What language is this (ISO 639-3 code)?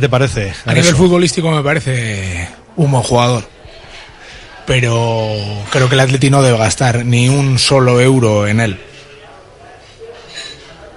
spa